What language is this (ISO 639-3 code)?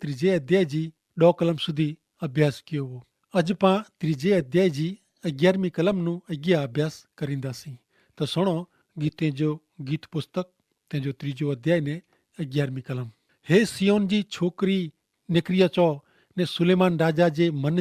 kfr